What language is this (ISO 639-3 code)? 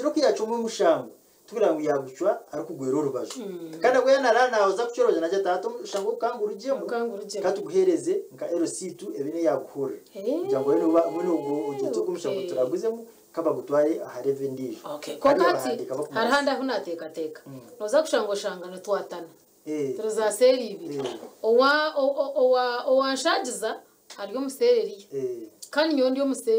kin